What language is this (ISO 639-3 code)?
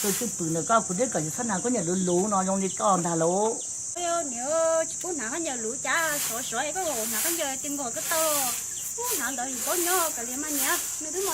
hmn